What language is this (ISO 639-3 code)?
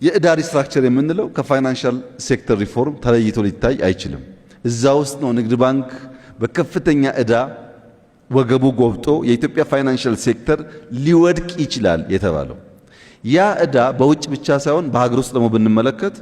amh